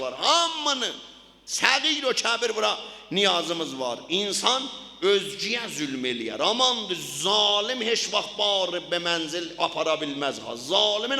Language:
South Azerbaijani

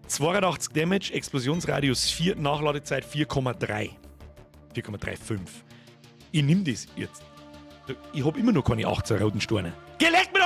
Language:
Bavarian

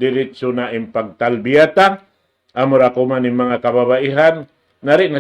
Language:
Tausug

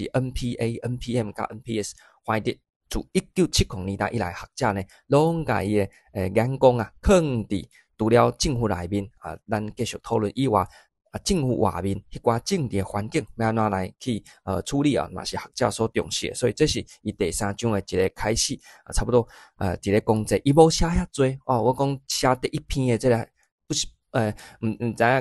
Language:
Min Nan Chinese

